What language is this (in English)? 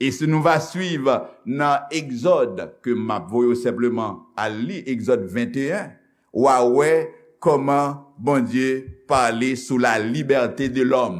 Haitian Creole